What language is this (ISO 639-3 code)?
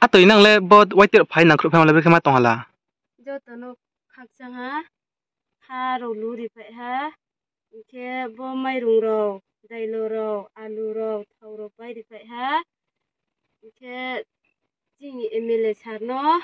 ria